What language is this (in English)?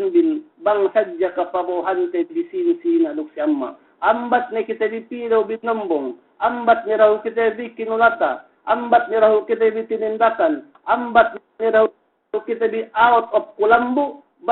Yakan